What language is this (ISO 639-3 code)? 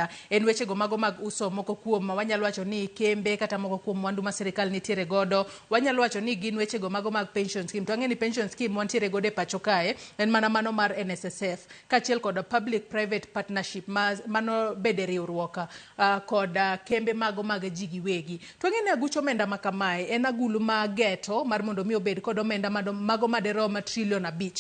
luo